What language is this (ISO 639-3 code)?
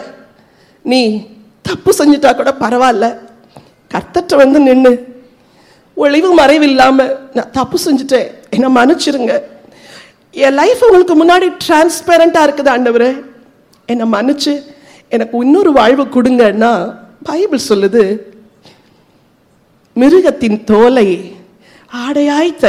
tam